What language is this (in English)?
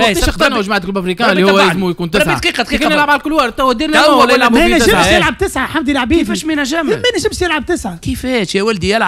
Tunisian Arabic